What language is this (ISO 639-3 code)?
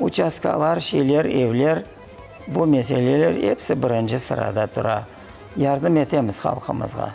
crh